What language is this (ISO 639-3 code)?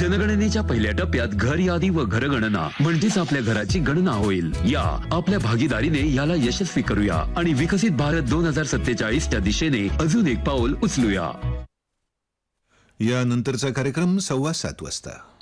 mar